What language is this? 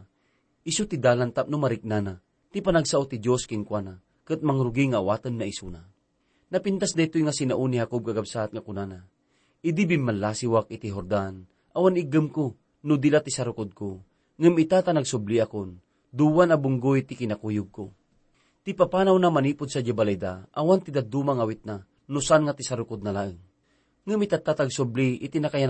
Iloko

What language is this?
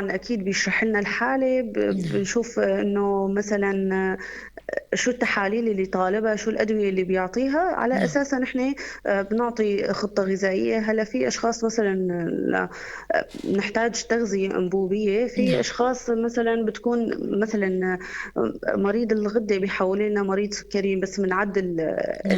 North Levantine Arabic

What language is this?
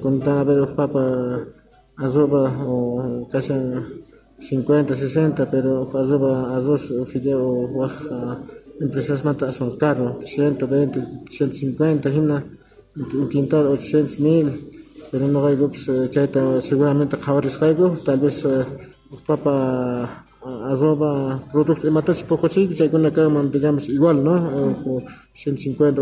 Quechua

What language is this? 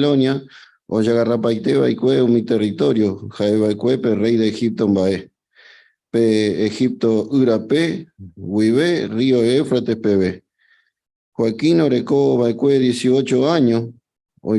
Guarani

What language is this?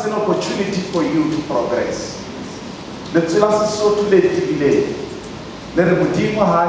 Southern Sotho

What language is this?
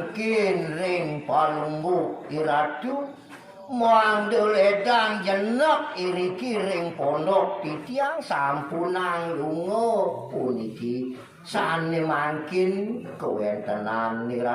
Balinese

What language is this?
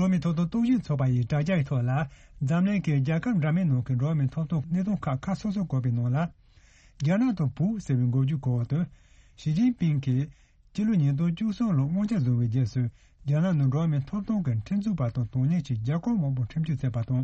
Tibetan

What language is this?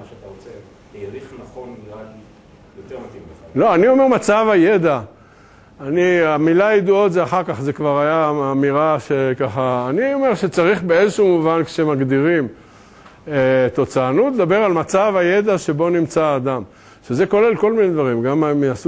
Hebrew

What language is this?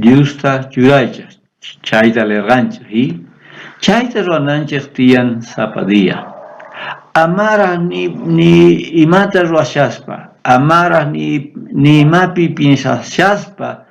South Bolivian Quechua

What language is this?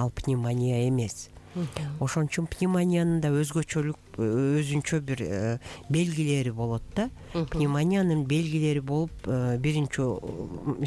Kyrgyz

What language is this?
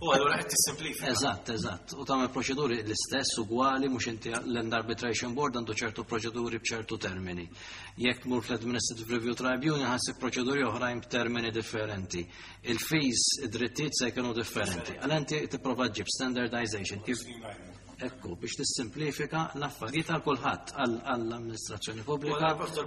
Maltese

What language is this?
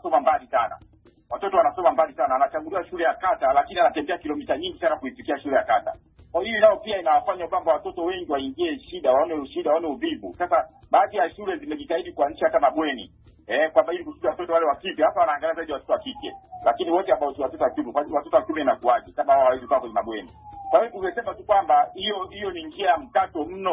Swahili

